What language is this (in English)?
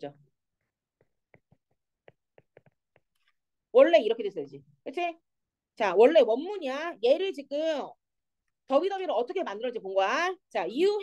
Korean